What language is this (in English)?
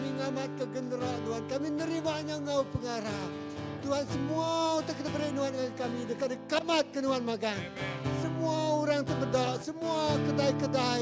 Iban